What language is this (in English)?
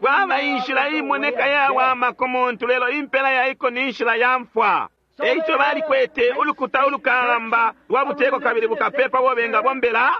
Bemba